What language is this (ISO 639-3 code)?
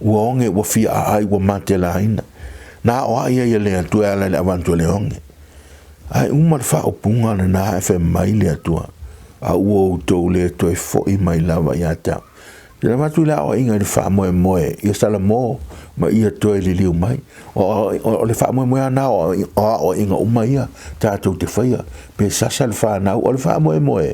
smo